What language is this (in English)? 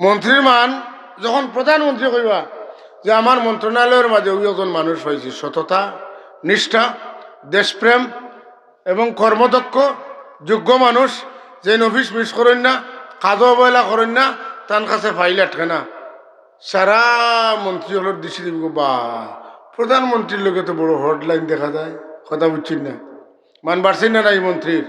Sylheti